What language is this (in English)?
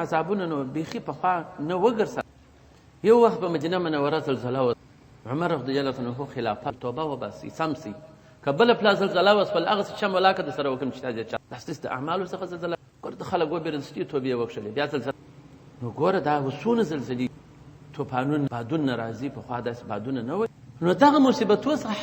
Pashto